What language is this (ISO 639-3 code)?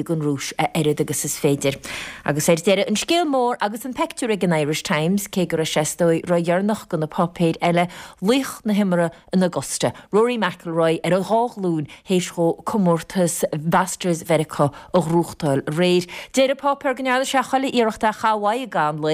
gle